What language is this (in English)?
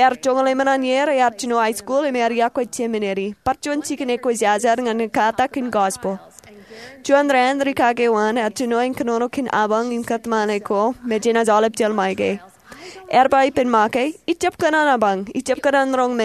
Marshallese